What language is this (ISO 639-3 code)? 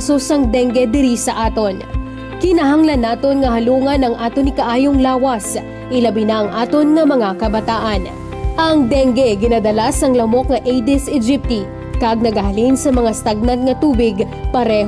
hil